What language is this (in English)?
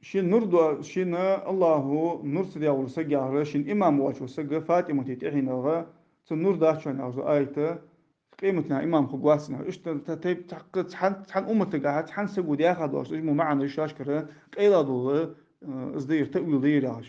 Ingush